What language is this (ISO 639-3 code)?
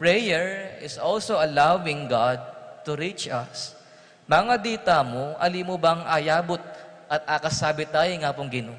pam